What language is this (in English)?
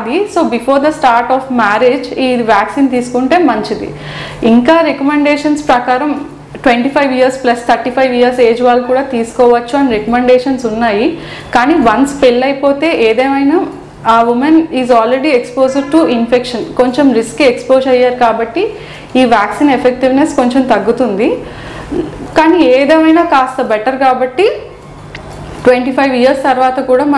Telugu